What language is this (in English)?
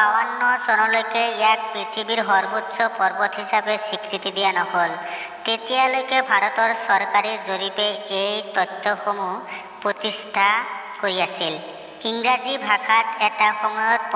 Assamese